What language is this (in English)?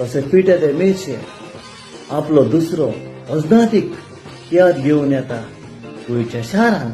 Konkani